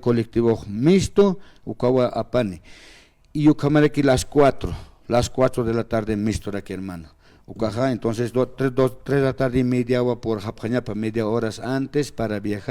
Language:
Aymara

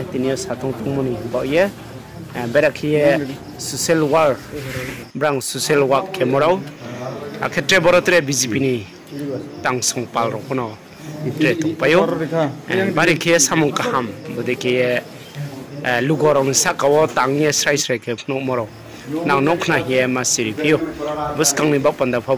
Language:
Riang (India)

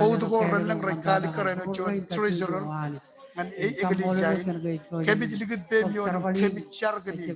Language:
Marshallese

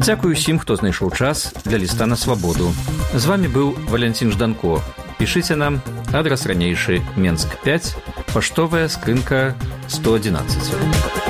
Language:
Belarusian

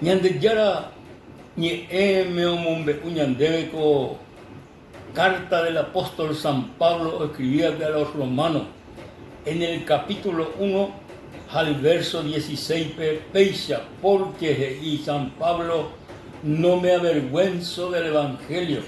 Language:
Guarani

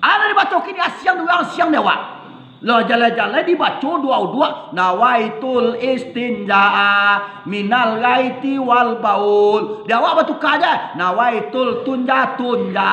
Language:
Minangkabau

